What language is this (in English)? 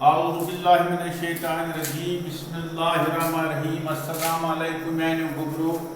Kashmiri